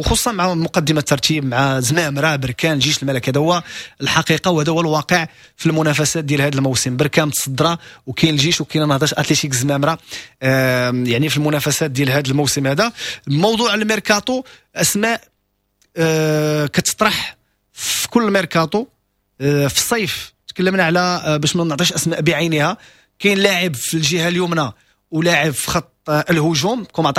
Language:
Moroccan Arabic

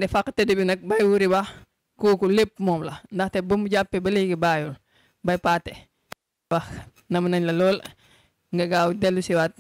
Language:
Wolof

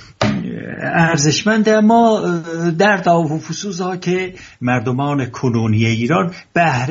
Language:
Persian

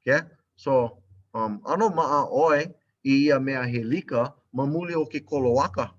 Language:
Hawaiian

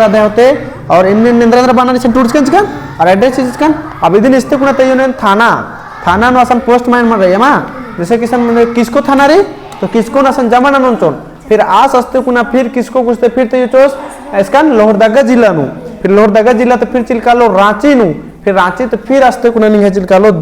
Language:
Kurukh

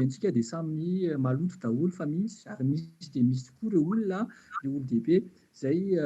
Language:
Malagasy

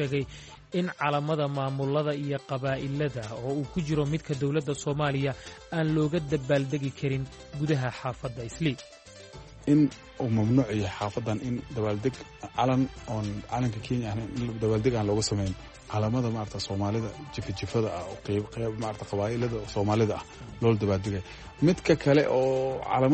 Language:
Somali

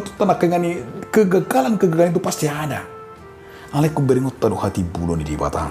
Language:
Batak Toba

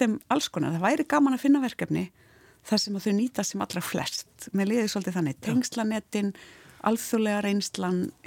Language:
Icelandic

